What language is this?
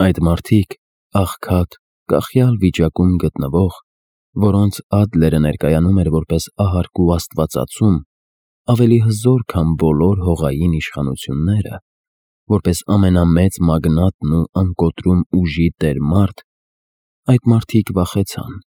Armenian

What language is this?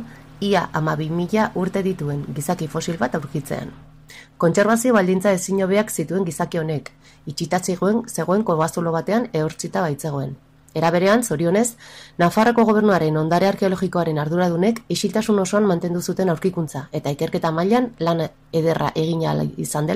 Basque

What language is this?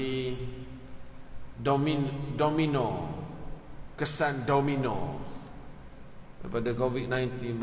Malay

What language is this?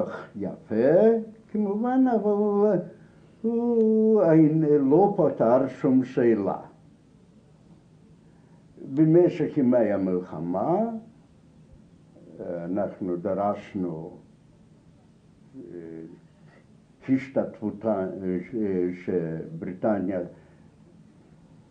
Hebrew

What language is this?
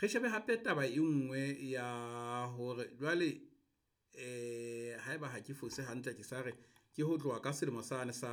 Southern Sotho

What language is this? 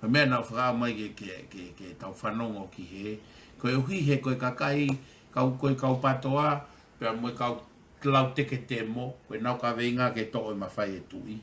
Tongan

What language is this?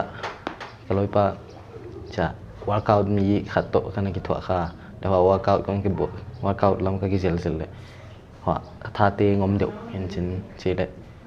Paite Chin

